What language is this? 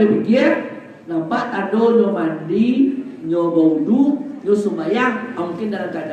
Minangkabau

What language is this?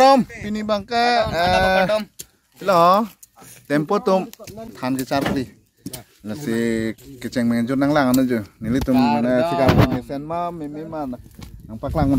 Karbi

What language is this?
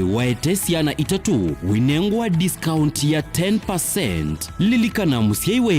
Kamba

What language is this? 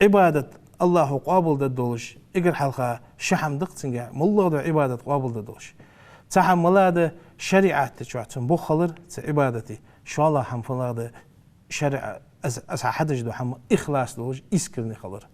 Ingush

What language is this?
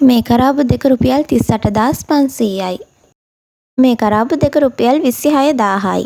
Sinhala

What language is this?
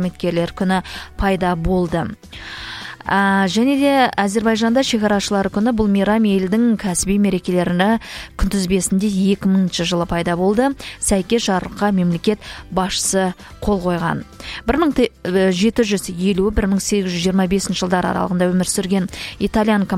Kazakh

